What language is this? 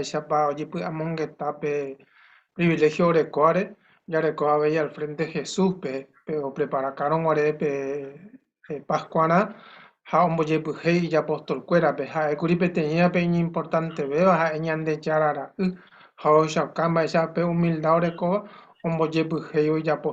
Guarani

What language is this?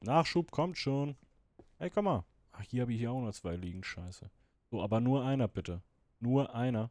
Swiss German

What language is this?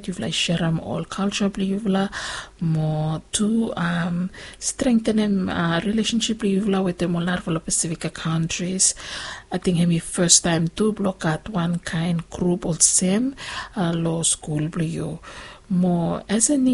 Bislama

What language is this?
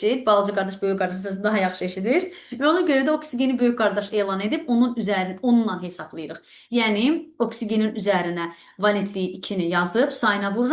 Azerbaijani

